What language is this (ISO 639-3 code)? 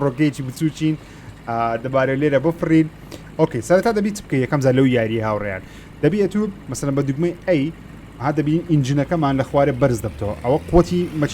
ckb